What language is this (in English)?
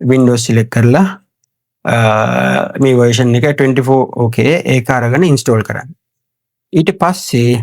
Sinhala